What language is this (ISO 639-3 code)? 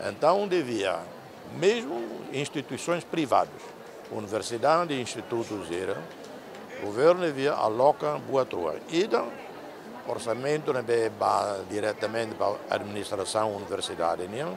tet